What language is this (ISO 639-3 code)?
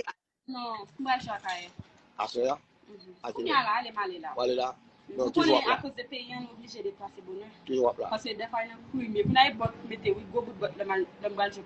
hat